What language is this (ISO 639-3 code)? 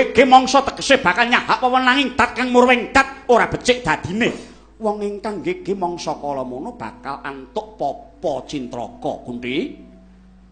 jav